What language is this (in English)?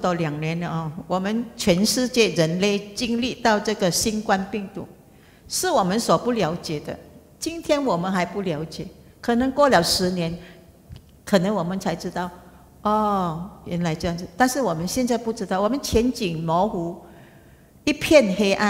Chinese